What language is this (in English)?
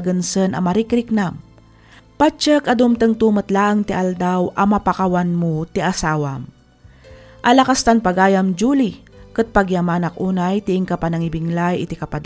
Iloko